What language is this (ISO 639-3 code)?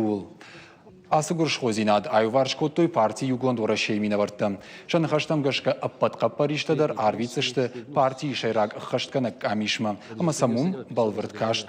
oss